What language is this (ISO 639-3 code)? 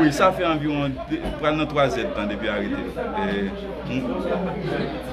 hat